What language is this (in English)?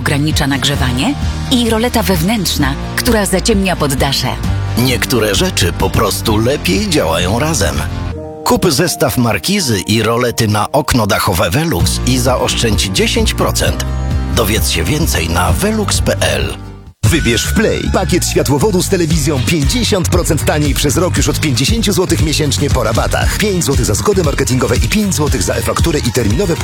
Polish